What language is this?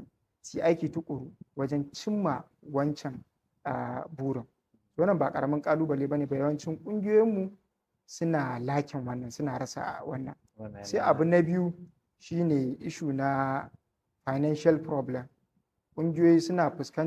Hausa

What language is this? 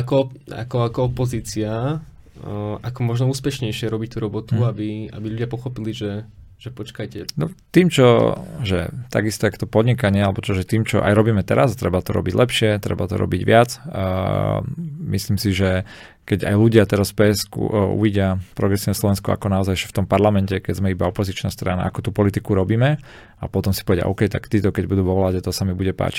Slovak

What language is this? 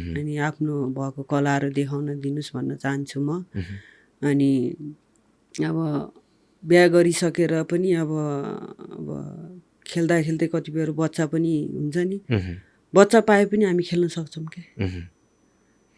Nepali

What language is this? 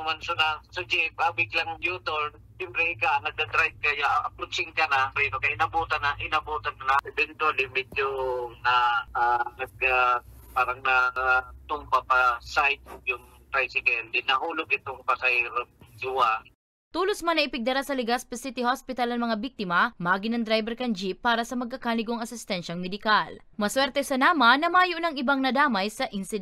Bikol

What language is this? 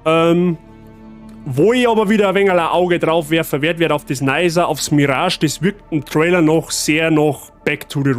Bavarian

